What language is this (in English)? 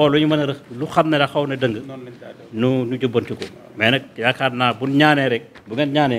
Wolof